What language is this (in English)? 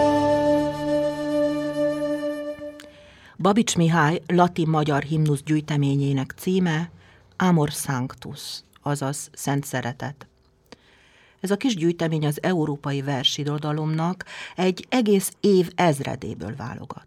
Hungarian